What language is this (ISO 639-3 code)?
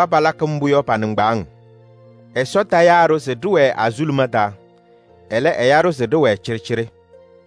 kbp